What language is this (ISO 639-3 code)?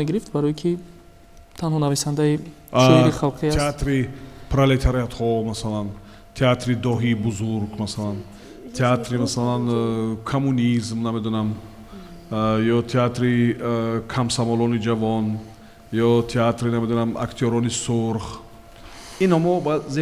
tgk